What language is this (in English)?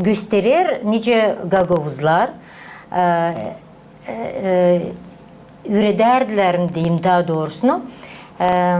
Gagauz